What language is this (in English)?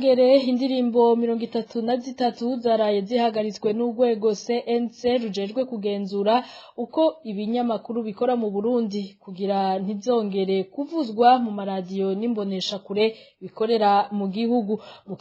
Rundi